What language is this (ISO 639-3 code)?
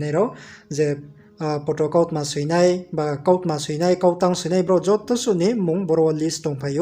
ria